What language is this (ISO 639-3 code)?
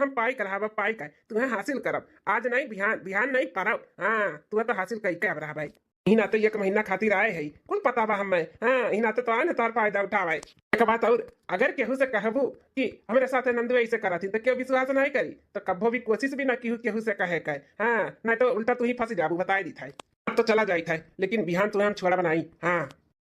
bho